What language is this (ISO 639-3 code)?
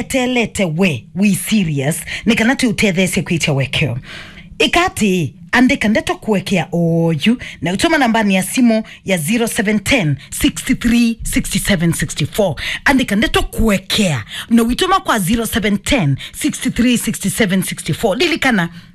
kam